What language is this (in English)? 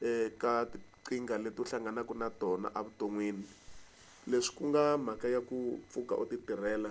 Tsonga